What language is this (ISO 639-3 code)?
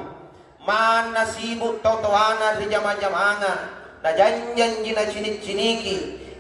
mak